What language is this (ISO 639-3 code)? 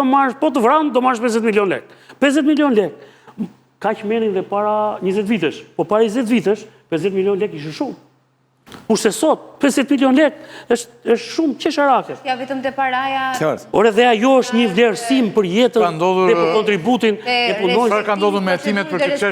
sqi